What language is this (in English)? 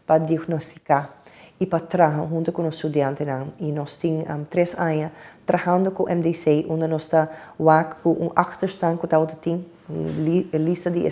Papiamento